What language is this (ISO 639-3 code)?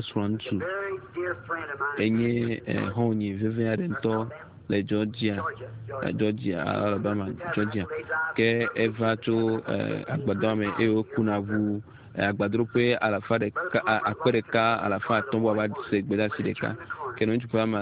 ewe